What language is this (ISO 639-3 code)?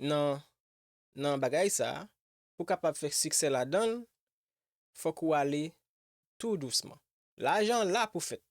hat